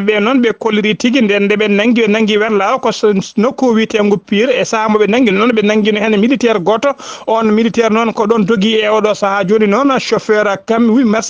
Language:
Fula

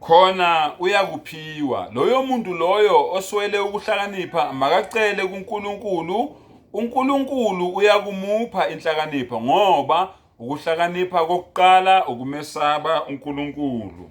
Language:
Zulu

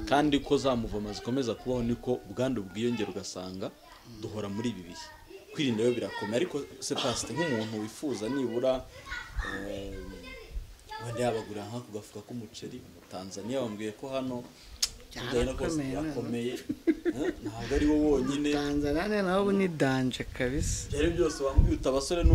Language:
Kinyarwanda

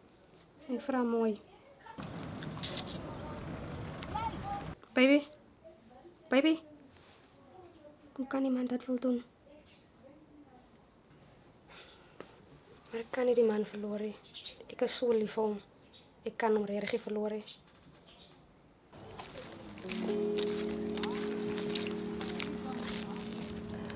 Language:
Afrikaans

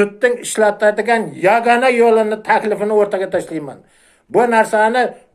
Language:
Uzbek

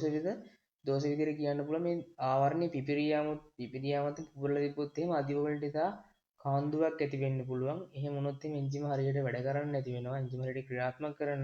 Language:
Sinhala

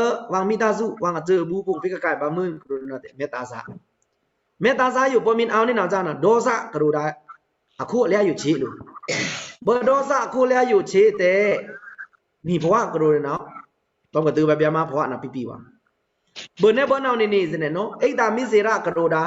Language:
Pa'o Karen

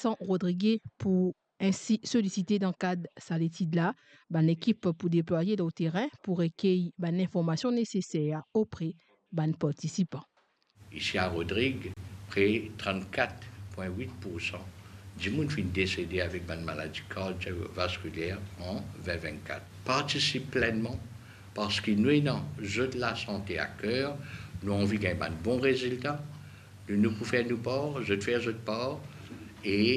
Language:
Morisyen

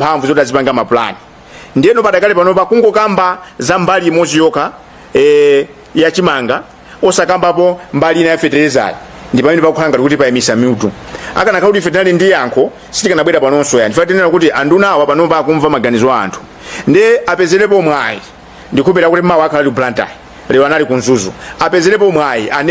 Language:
Nyanja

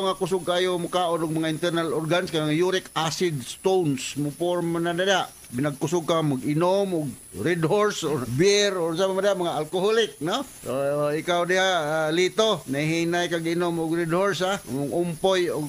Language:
Cebuano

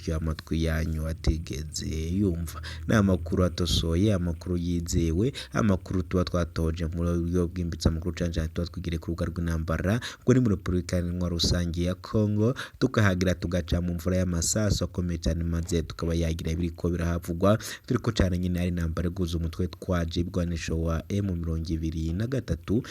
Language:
Rundi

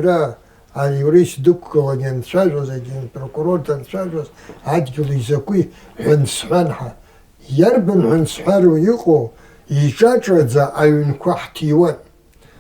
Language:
Abkhazian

